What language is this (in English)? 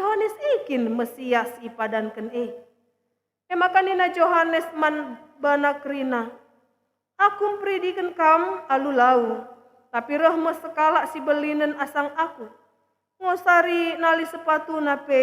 Batak Karo